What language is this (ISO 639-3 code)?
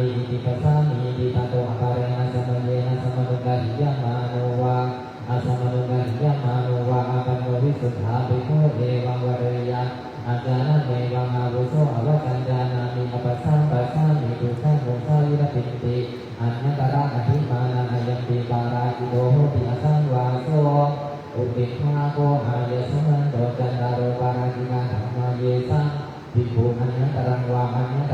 pli